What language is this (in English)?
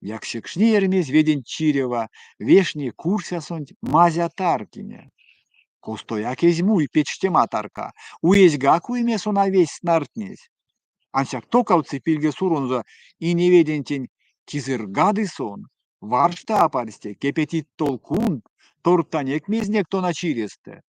Erzya